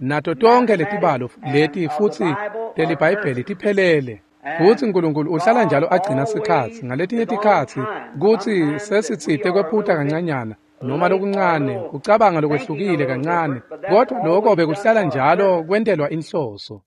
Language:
Swati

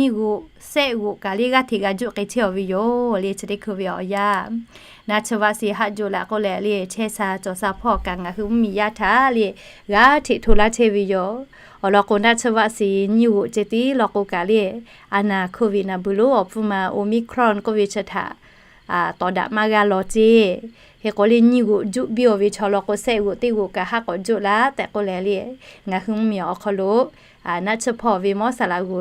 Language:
Lahu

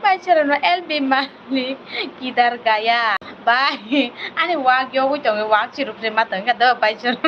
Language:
Kok Borok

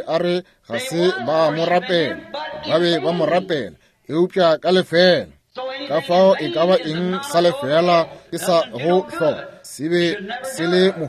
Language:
Northern Sotho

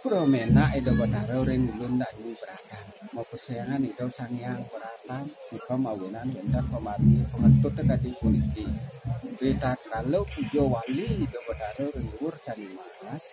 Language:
Balinese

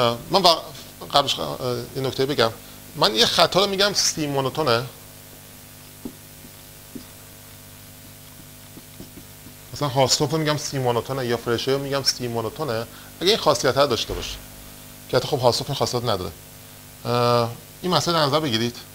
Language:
Persian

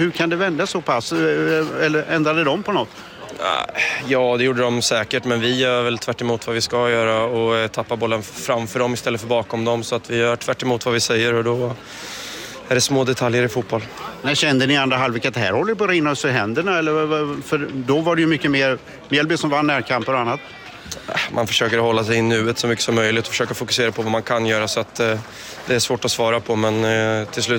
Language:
Swedish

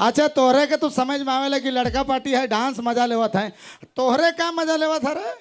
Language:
Sadri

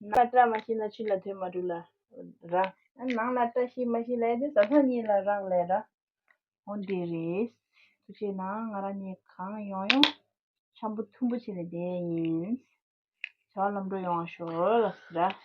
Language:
Tibetan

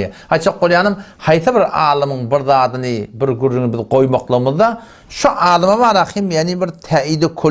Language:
Turkmen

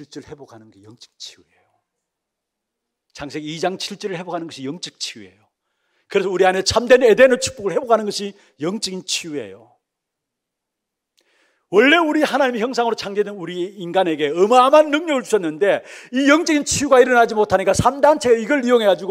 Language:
Korean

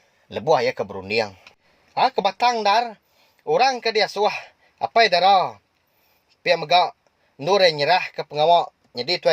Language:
Iban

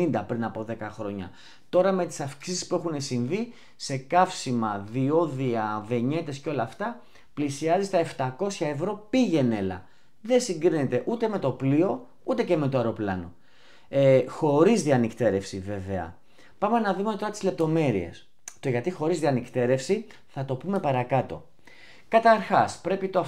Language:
Greek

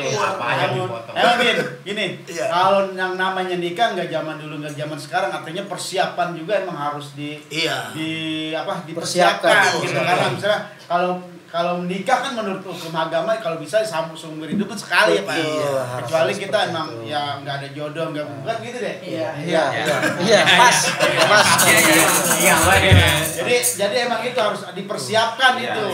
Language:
Betawi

